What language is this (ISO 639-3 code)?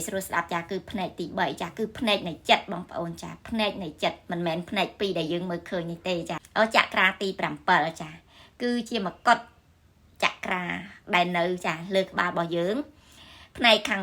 khm